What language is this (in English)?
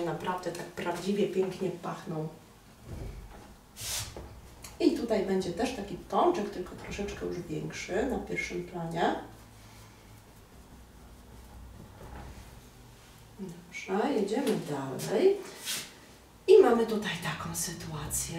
Polish